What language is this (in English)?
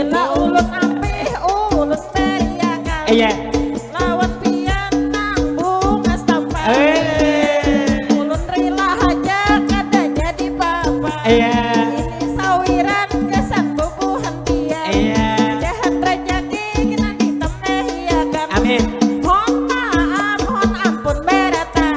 Banjar